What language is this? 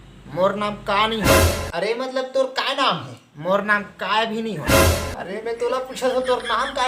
Chhattisgarhi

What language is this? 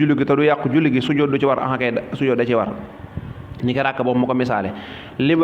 Wolof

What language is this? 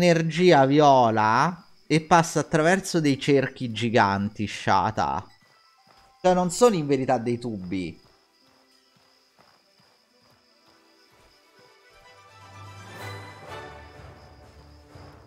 Italian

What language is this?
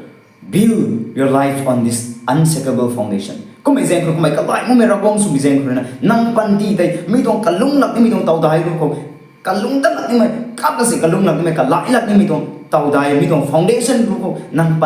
Rongmei Naga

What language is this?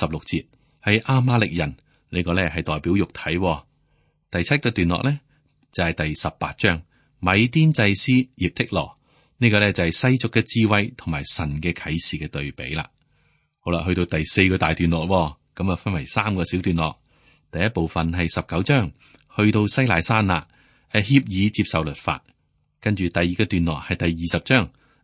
Cantonese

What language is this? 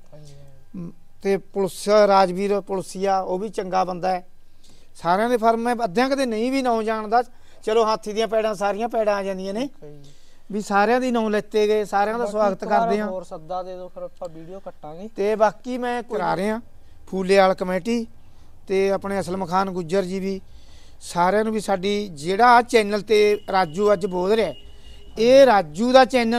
Punjabi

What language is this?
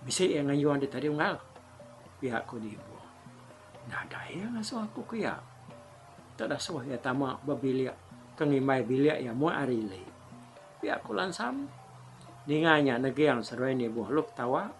Iban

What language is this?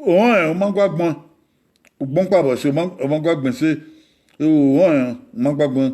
Bini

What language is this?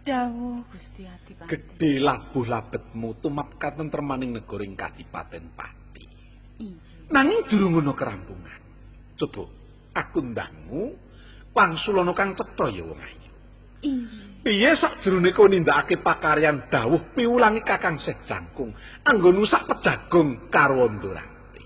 Javanese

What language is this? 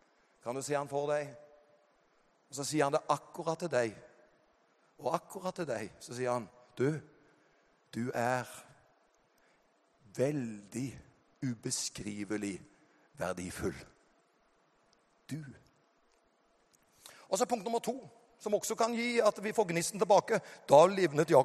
Norwegian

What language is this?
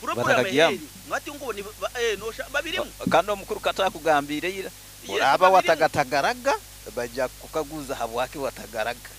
Nyoro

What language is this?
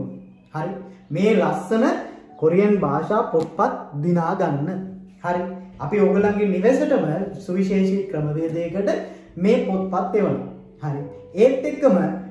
Sinhala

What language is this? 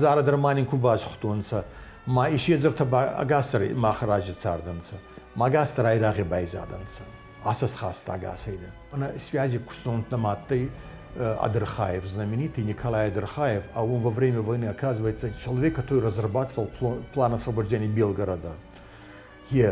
Ossetic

